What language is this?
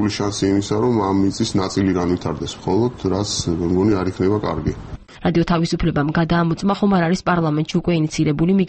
Georgian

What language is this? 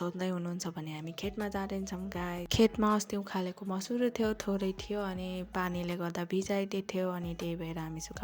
Nepali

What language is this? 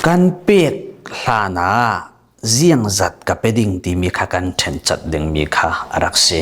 Falam Chin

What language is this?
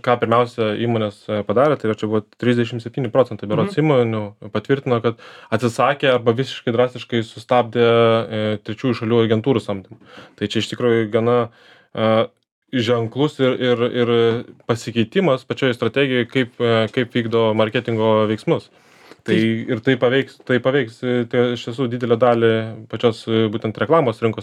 Lithuanian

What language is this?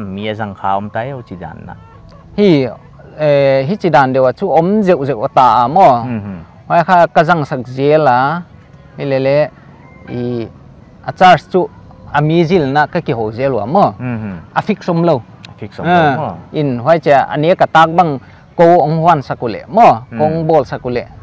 Paite Chin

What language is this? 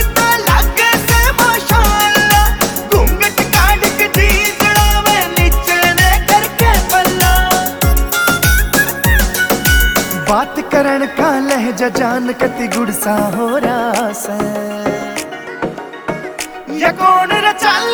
Haryanvi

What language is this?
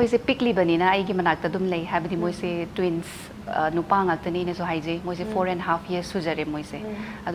Manipuri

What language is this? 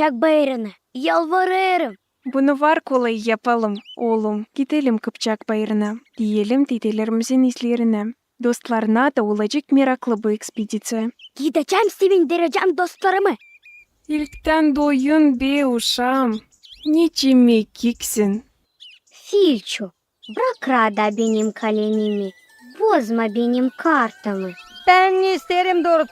Gagauz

